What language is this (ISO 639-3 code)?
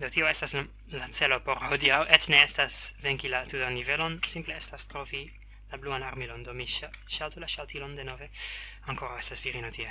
epo